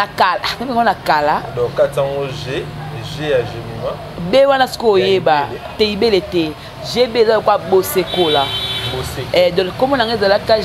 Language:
Lingala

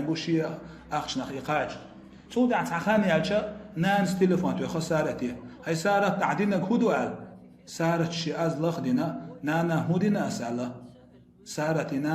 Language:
Chechen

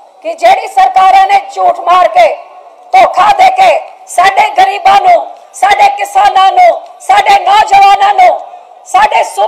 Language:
Punjabi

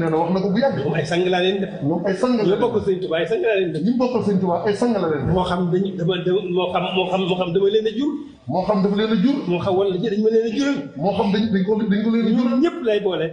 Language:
Wolof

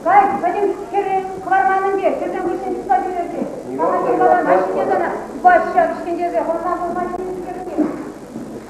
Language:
Chuvash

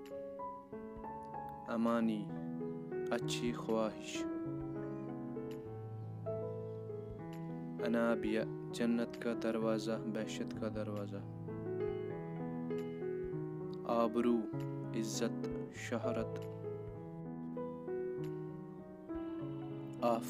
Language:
Urdu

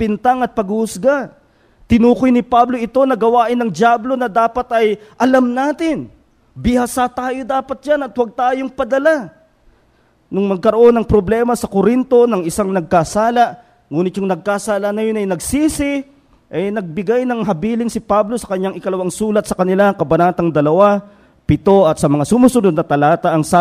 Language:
Filipino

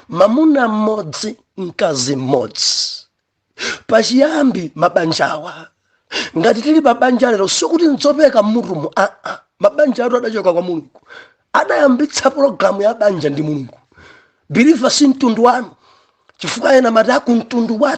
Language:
Nyanja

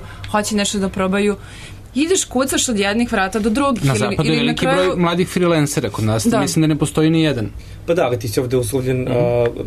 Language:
Serbian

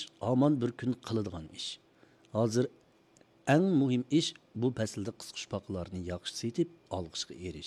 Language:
Uyghur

